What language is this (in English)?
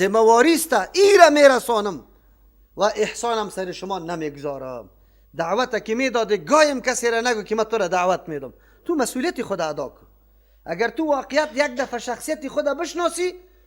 Persian